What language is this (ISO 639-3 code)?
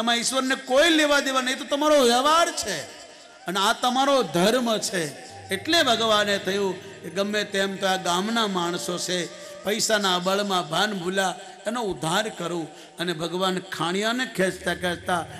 guj